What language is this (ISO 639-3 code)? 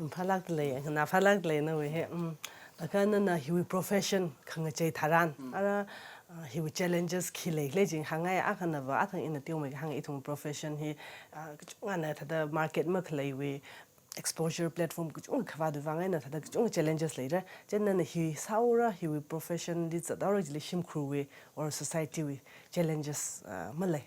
nmf